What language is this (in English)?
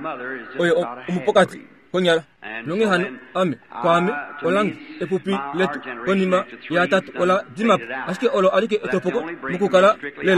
Kuanyama